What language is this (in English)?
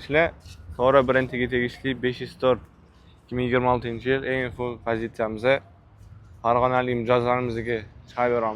Uzbek